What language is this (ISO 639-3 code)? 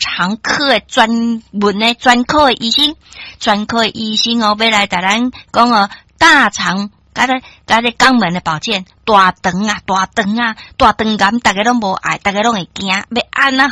nan